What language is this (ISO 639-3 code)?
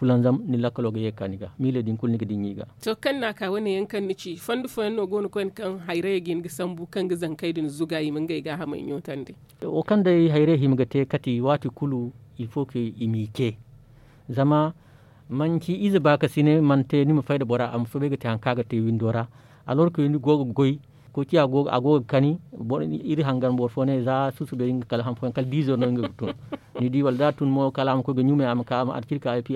dje